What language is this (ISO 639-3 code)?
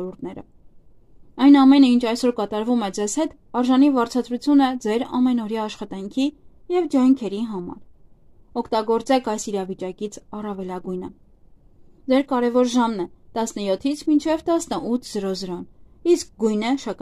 hye